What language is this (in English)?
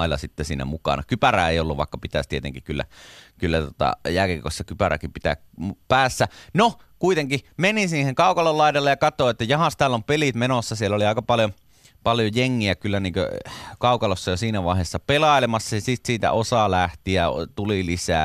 Finnish